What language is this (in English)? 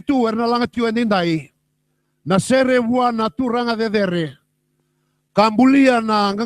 Fijian